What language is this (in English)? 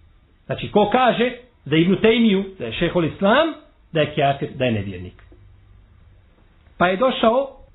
Bosnian